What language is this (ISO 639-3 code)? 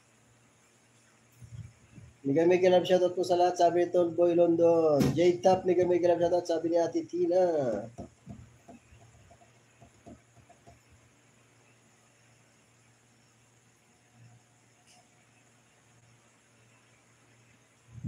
fil